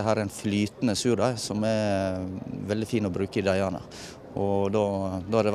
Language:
Norwegian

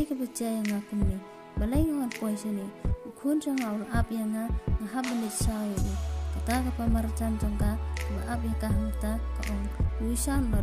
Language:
Khasi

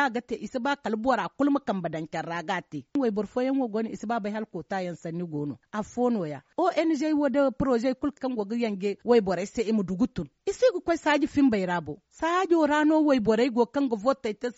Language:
Zarma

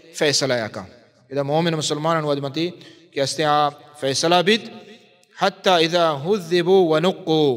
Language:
Baluchi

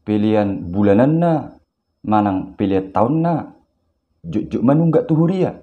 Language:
Batak Toba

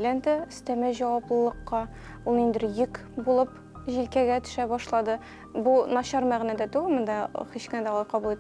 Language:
Tatar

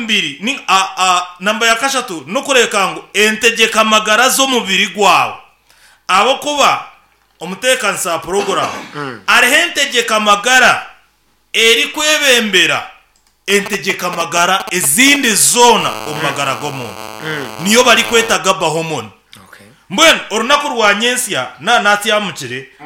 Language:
Nyankole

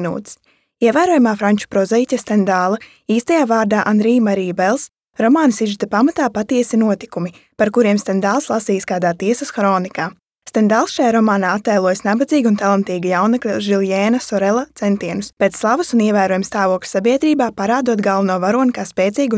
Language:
Latvian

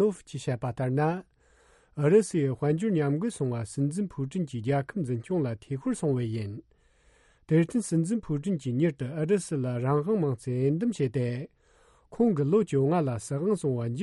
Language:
Tibetan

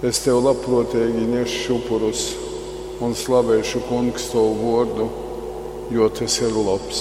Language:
Latgalian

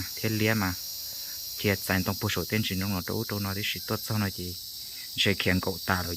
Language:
Hmong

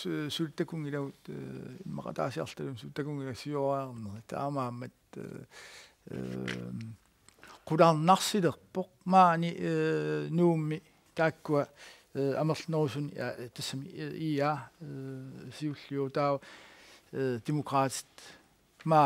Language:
Kalaallisut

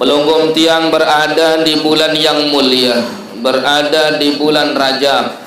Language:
Sasak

